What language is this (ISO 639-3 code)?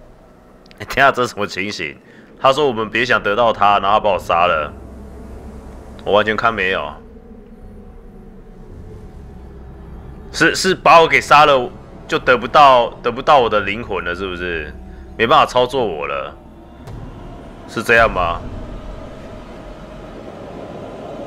zho